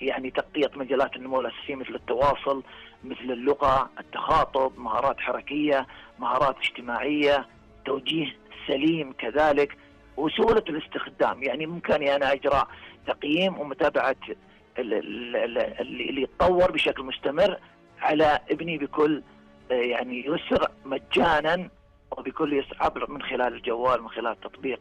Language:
Najdi Arabic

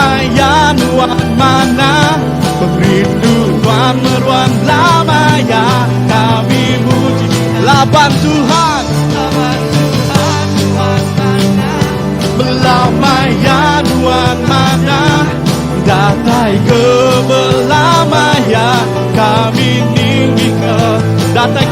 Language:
Iban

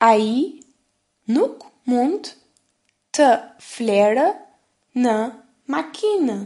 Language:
Albanian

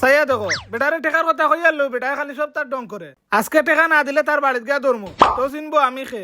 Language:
Sylheti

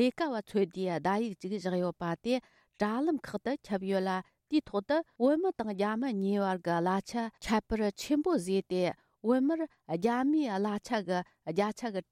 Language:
Tibetan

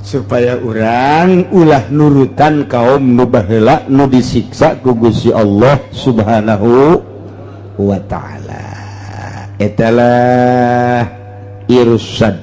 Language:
Sundanese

